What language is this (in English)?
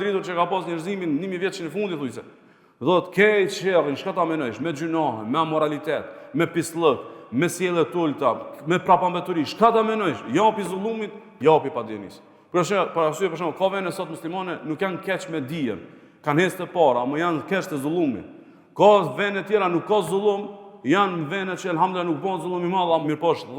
Albanian